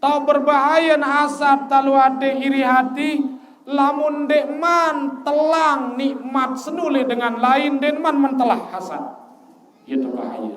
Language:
Sasak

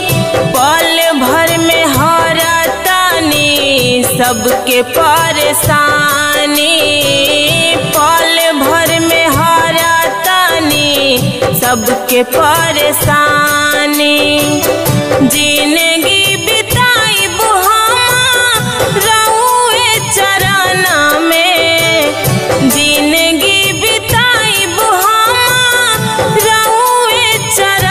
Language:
Bhojpuri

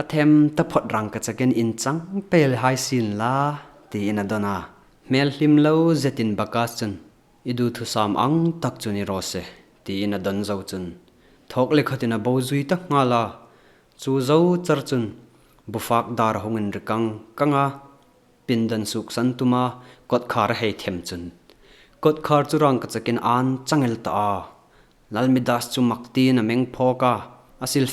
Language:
Hmar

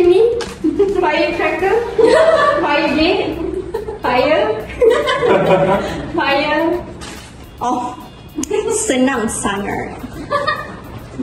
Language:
Malay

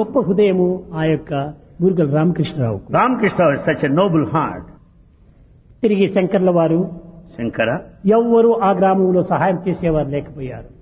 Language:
Telugu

